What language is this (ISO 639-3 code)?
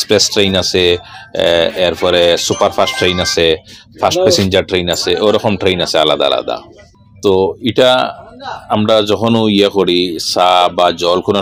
syl